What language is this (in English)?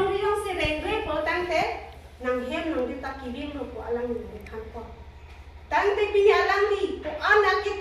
Karbi